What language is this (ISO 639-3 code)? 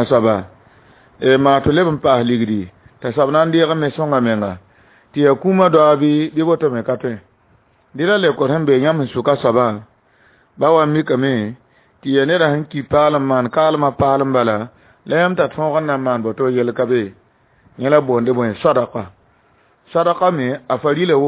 mos